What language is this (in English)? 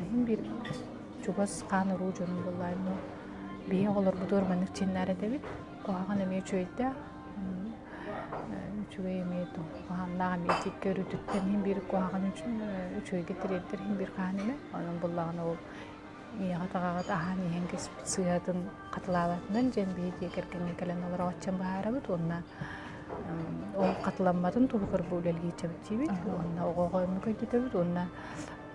Yakut